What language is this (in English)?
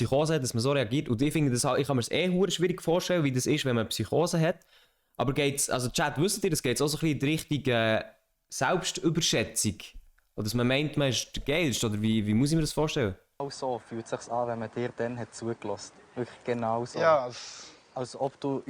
Swiss German